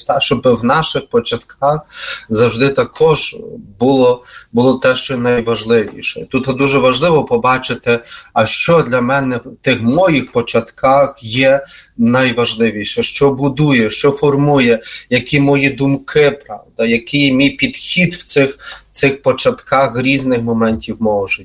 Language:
Ukrainian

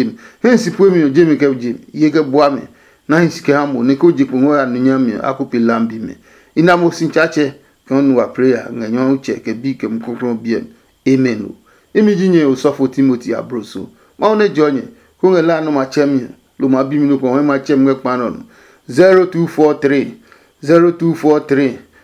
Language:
Adangme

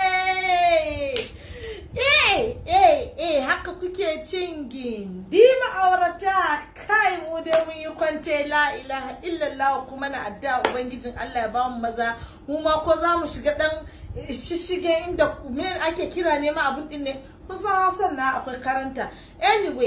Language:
Hausa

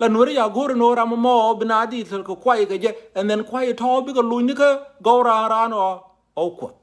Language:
Nuer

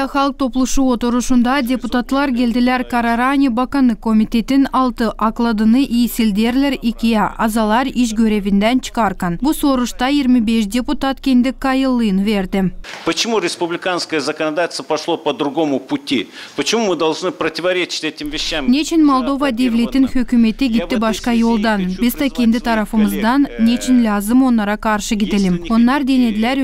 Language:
Gagauz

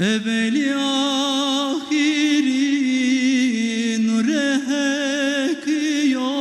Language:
Zaza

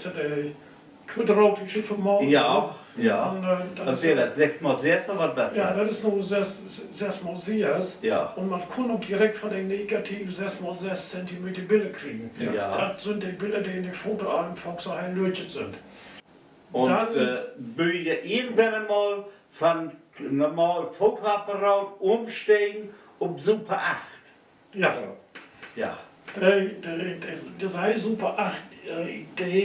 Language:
Low German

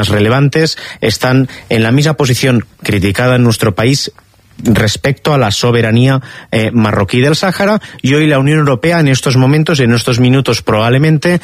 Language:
Spanish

